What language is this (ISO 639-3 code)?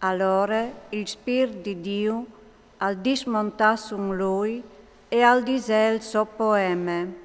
fur